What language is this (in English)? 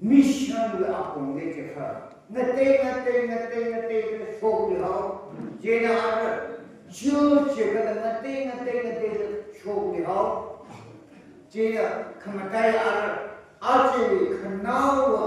Tangkhul Naga (India)